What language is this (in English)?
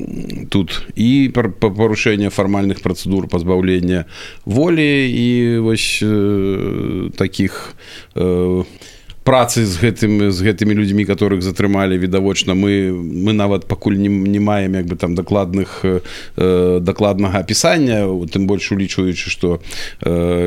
Belarusian